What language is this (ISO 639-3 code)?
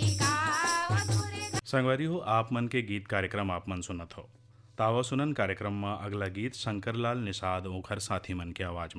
hne